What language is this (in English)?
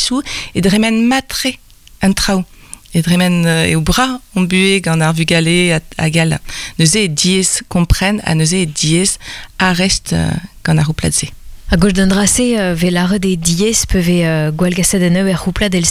Breton